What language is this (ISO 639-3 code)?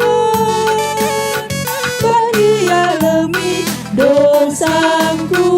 btx